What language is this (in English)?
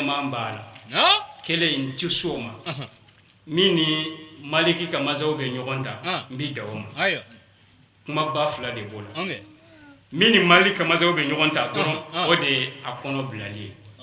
Bambara